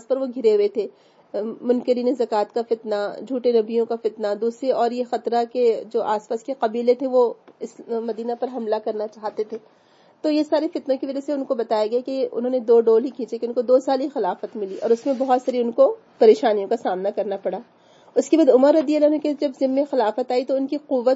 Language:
Urdu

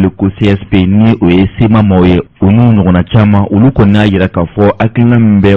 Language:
Bambara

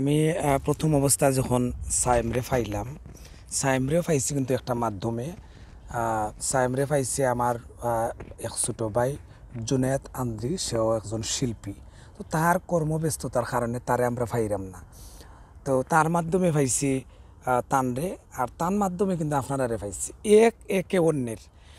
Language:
Sylheti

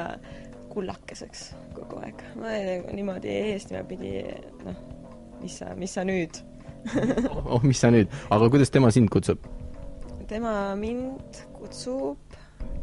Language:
Estonian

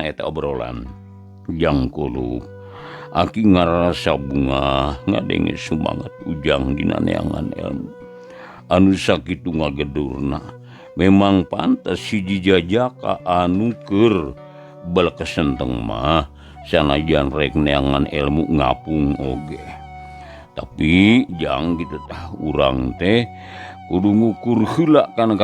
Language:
Sundanese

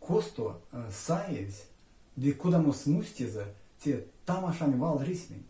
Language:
Erzya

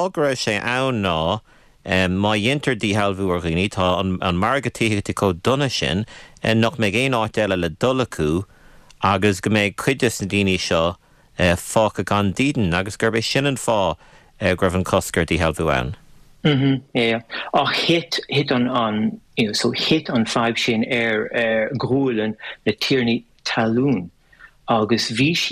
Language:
Irish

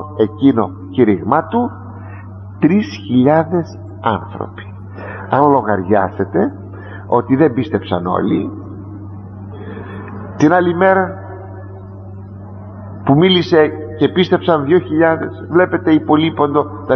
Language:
Greek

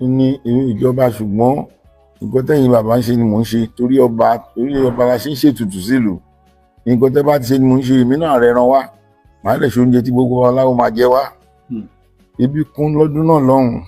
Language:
Yoruba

